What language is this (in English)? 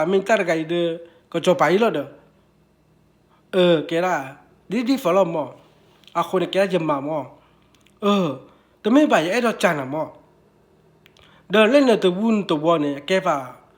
S'gaw Karen